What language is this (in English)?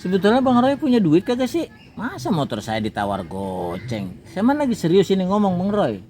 Betawi